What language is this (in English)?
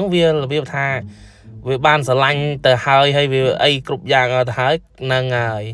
Khmer